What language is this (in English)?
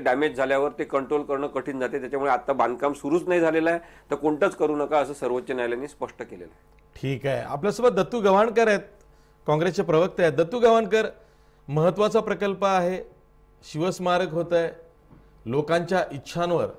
Marathi